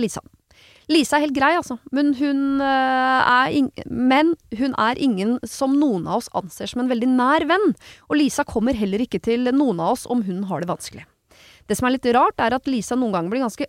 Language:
Norwegian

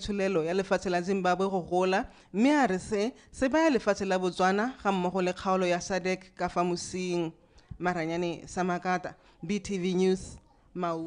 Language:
Tswana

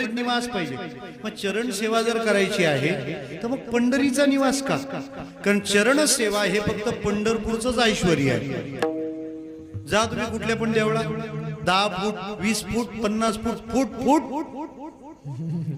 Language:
Marathi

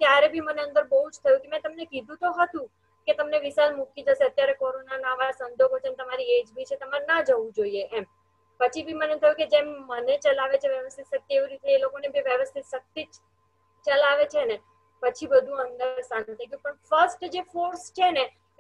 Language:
Gujarati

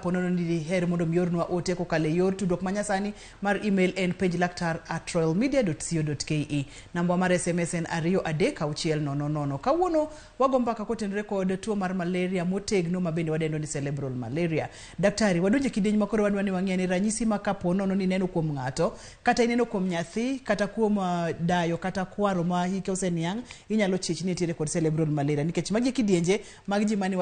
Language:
Luo (Kenya and Tanzania)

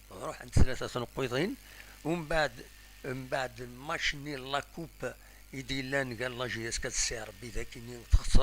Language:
Kabyle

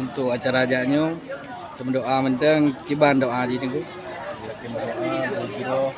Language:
Achinese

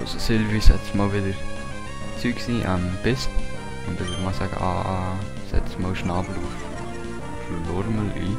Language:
Swiss German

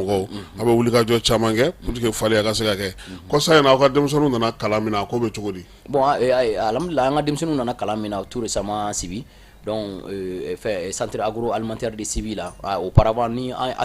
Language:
Bambara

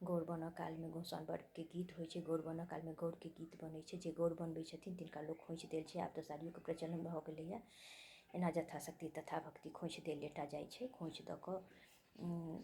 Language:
Maithili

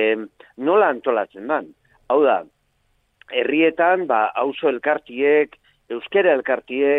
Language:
Basque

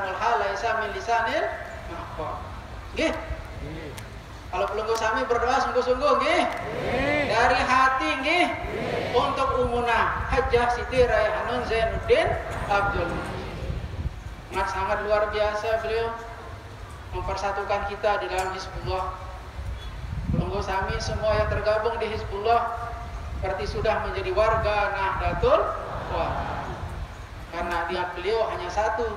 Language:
Indonesian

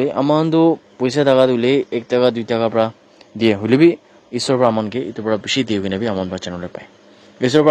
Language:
Naga Pidgin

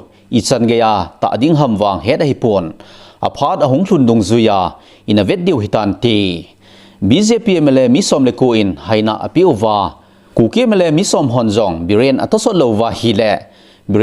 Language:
Thado Chin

